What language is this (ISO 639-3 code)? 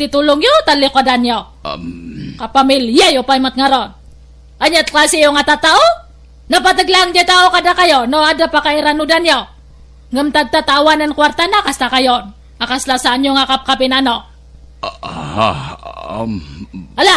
ilo